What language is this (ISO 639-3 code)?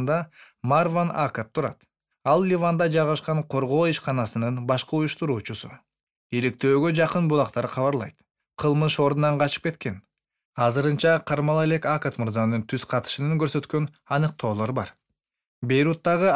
kir